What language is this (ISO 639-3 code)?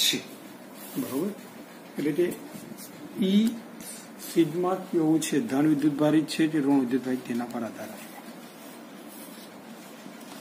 guj